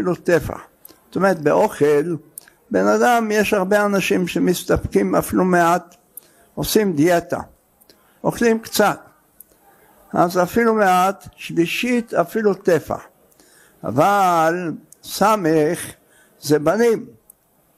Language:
Hebrew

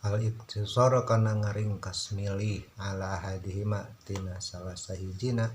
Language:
Sundanese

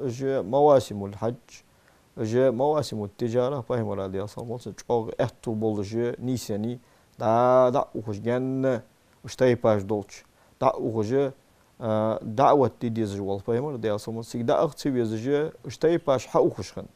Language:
Ingush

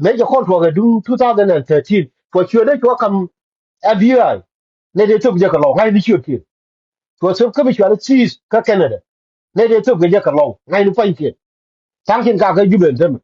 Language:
Nuer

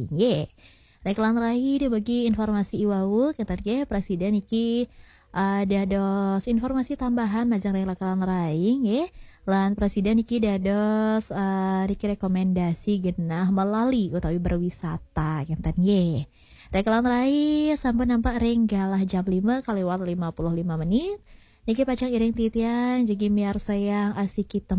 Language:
Balinese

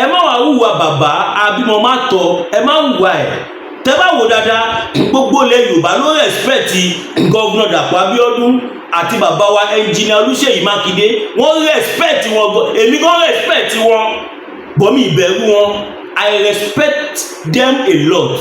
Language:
Yoruba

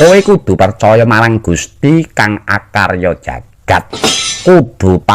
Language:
Javanese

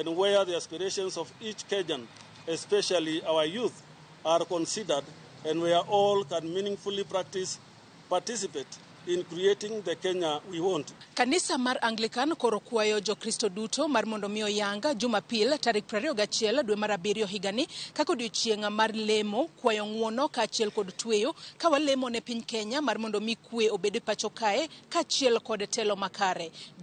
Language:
Luo (Kenya and Tanzania)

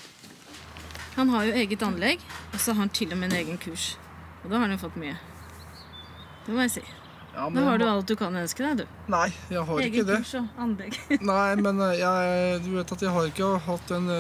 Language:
Norwegian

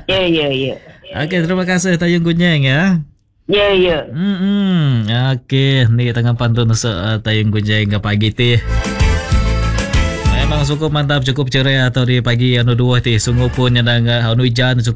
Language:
Malay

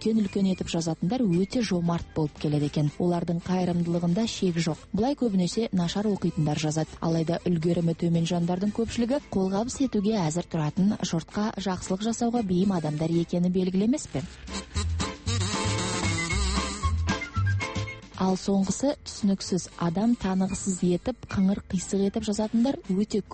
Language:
Kazakh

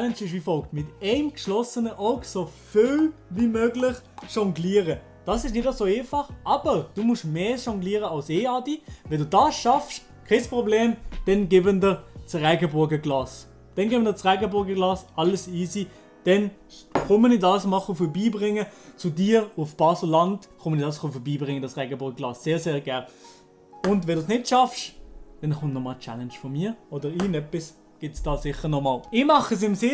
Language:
Swiss German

